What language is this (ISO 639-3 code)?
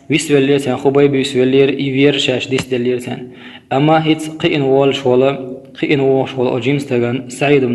che